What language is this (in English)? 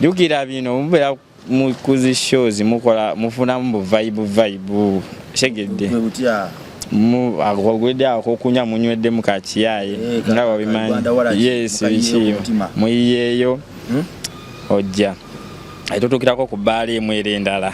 Ganda